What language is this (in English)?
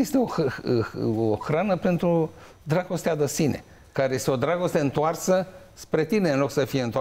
Romanian